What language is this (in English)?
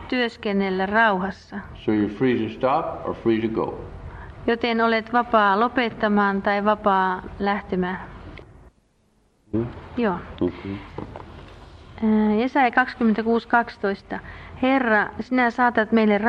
Finnish